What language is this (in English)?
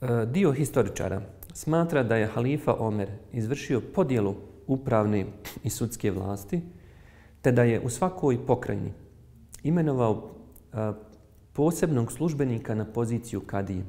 Bosnian